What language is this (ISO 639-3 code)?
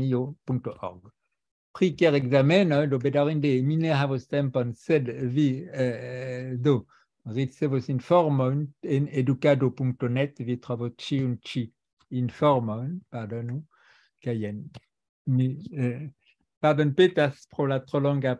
epo